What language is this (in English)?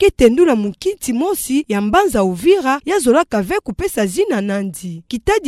Kituba (Democratic Republic of Congo)